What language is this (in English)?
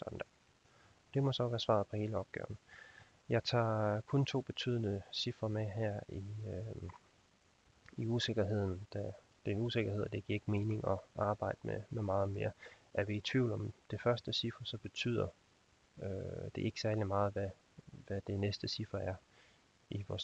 Danish